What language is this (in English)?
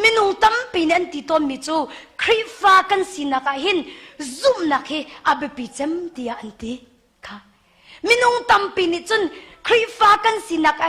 Hakha Chin